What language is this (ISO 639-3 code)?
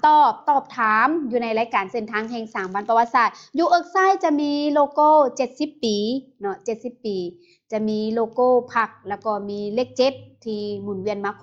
lao